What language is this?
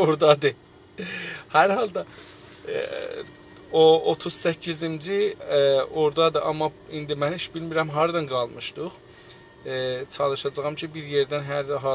South Azerbaijani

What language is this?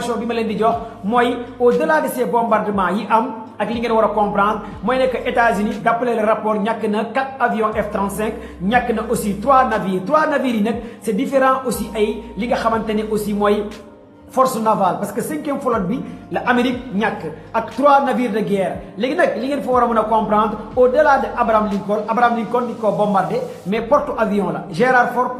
Wolof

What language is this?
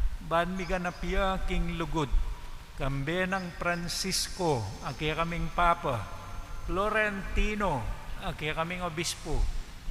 Pampanga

